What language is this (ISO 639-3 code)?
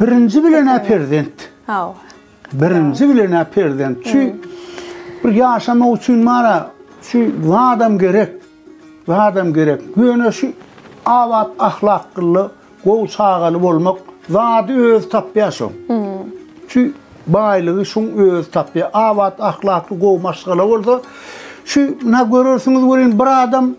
tuk